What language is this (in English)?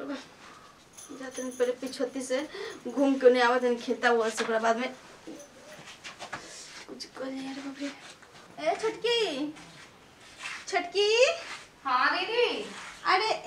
Bhojpuri